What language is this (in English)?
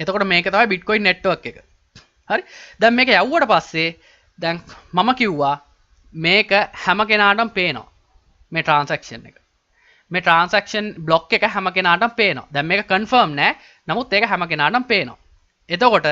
Sinhala